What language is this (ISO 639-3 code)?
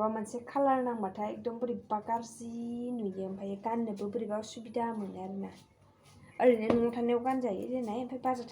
brx